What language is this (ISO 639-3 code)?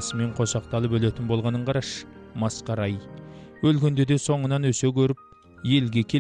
kaz